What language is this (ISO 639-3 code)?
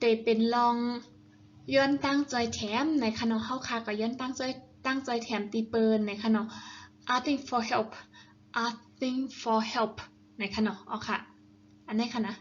shn